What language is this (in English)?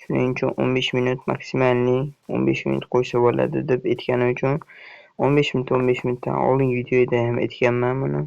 Uzbek